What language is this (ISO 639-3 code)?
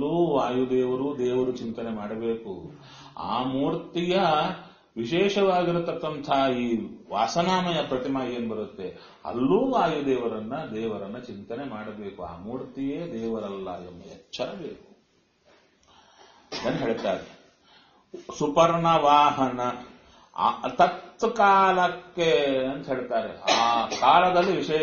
kan